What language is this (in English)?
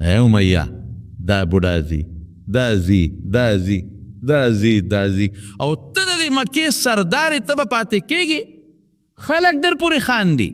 Pashto